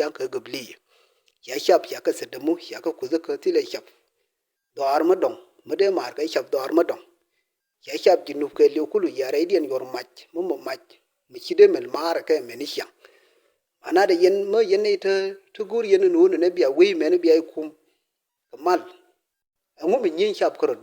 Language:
Nuer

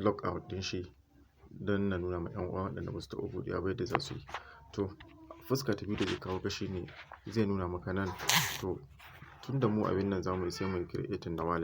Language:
Hausa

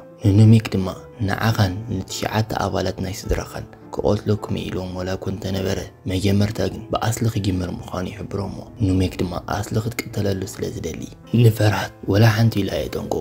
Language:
Tigrinya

